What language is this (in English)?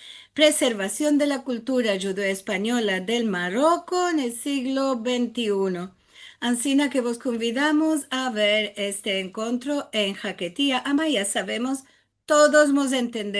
Ladino